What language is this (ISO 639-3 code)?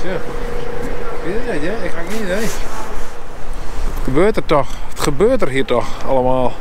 fry